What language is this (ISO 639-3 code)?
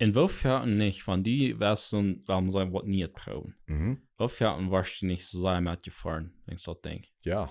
pdt